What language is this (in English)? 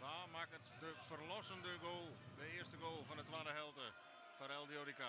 Western Frisian